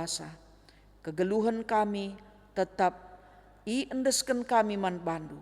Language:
Batak Karo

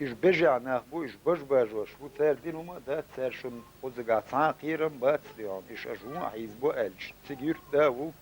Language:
Chechen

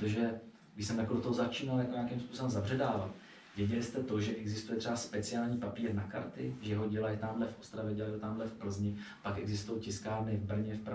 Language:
Czech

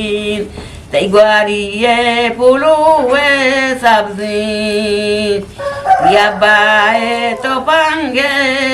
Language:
Eastern Balochi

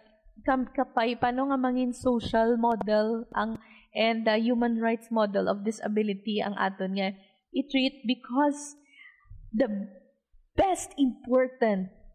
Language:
Hiligaynon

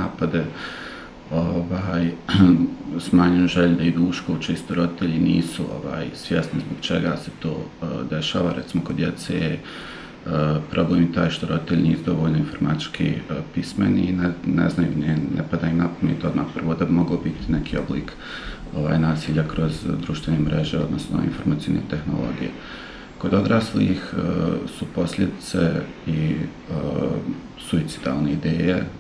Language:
Bosnian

